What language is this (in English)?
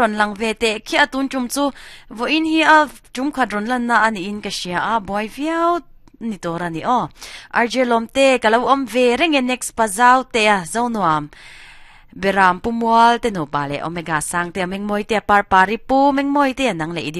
Mizo